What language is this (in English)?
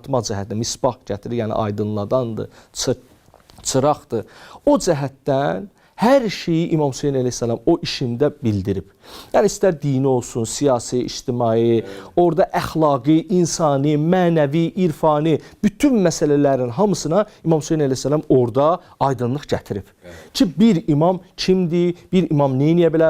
Azerbaijani